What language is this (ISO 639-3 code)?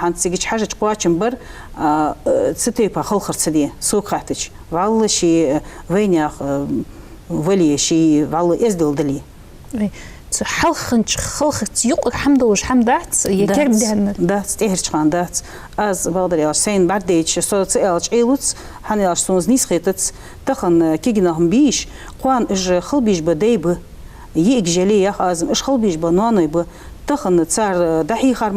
inh